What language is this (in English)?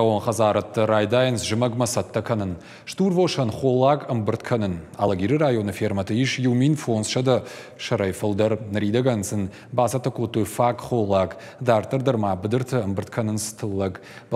Ossetic